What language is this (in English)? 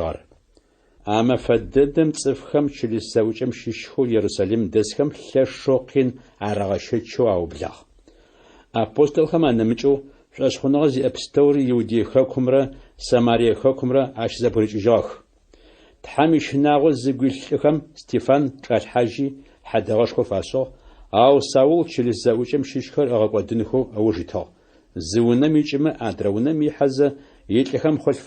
Adyghe